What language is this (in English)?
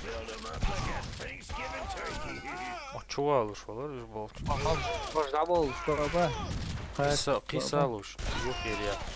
Chechen